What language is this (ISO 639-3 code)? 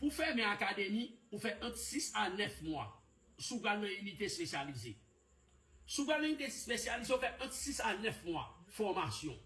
hat